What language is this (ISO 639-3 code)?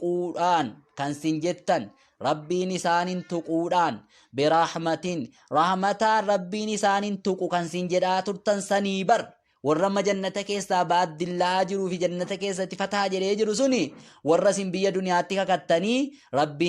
orm